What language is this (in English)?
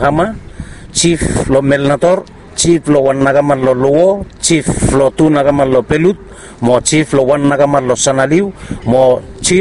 Bislama